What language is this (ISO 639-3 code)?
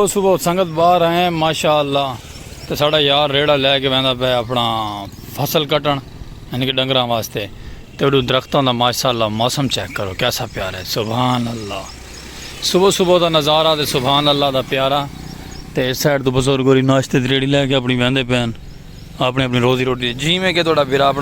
skr